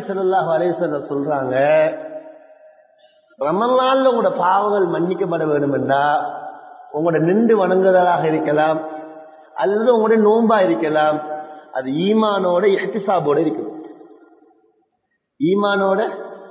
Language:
Tamil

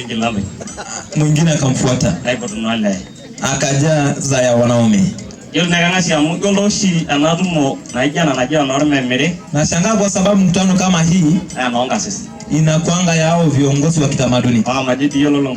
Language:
Masai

